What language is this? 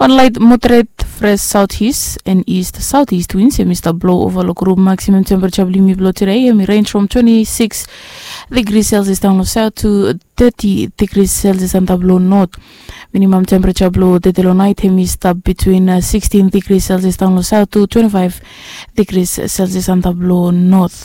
Bislama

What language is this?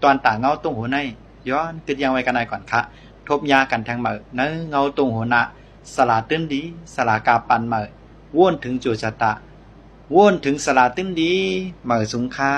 Shan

